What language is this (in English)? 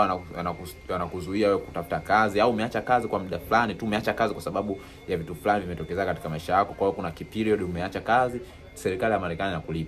Swahili